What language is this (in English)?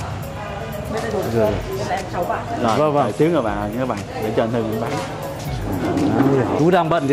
Vietnamese